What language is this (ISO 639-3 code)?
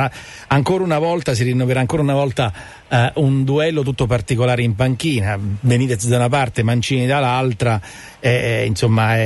ita